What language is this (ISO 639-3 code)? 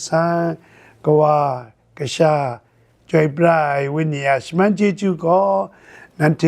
kac